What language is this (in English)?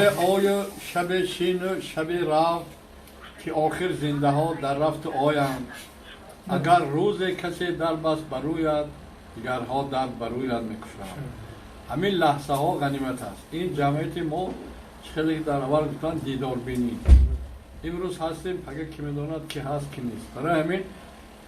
Tajik